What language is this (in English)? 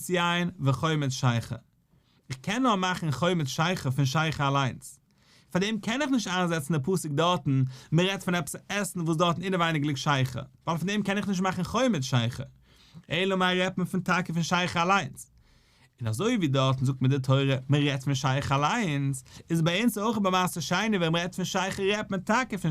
Yiddish